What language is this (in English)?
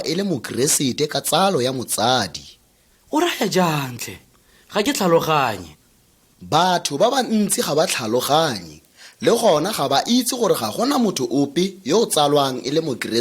Tswana